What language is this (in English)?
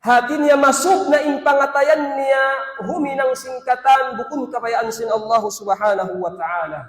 Tausug